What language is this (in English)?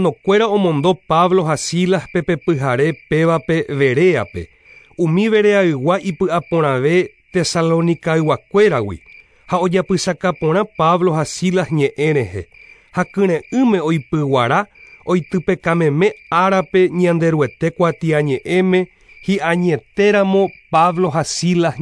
Guarani